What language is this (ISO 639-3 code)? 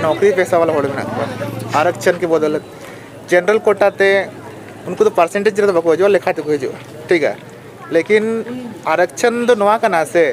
sat